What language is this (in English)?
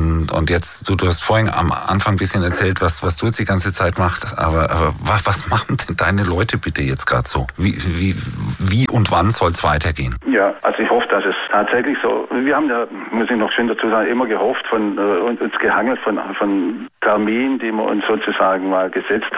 German